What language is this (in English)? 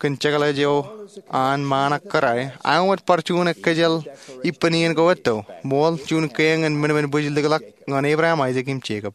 Marshallese